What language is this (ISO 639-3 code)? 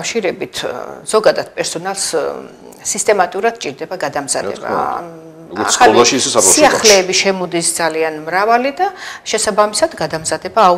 kat